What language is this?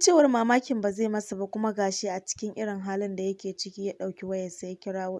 Hausa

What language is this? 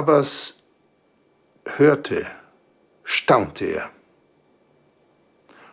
German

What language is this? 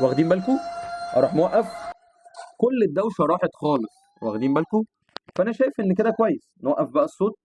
Egyptian Arabic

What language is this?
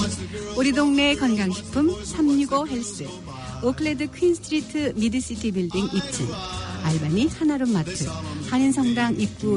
Korean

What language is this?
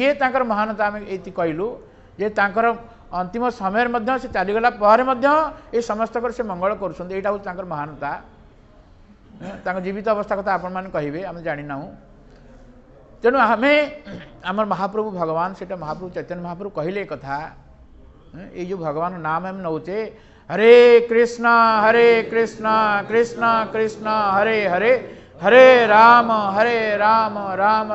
Odia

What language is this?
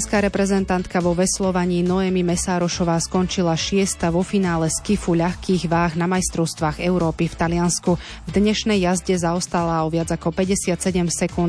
Slovak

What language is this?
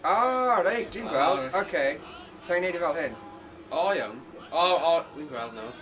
Welsh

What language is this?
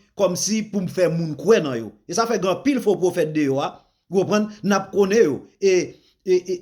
Haitian Creole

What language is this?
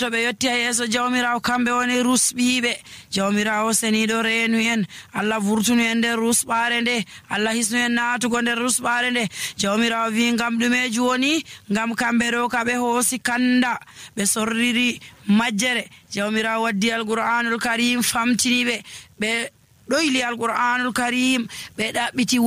Nigerian Fulfulde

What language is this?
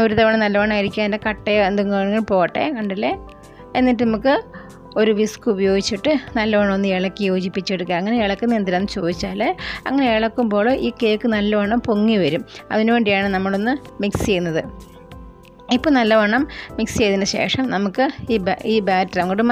Malayalam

